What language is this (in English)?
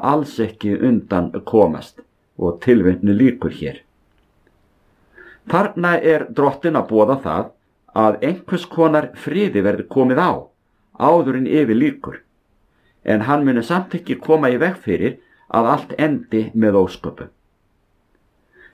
Icelandic